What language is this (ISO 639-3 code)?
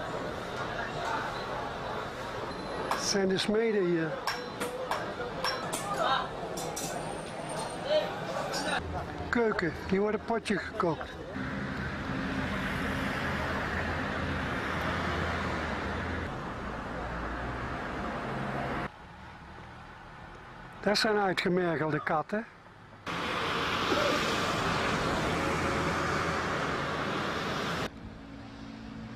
nld